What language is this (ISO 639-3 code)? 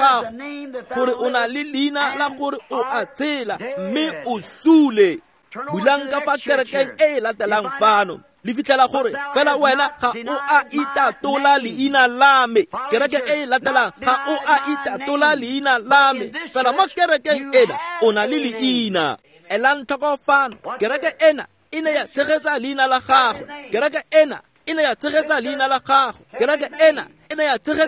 tsn